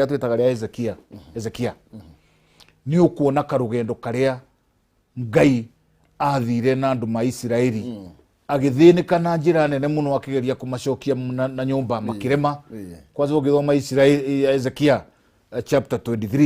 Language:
Kikuyu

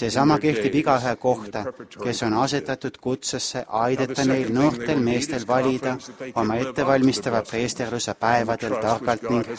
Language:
Estonian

